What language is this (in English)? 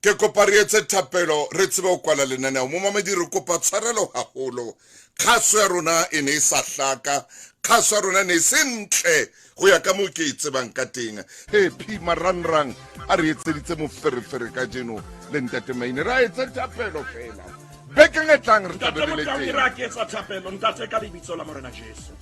Southern Sotho